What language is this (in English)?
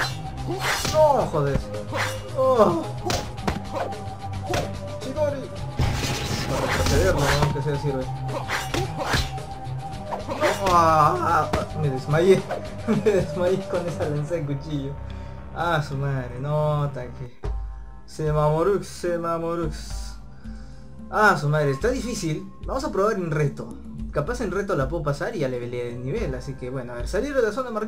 Spanish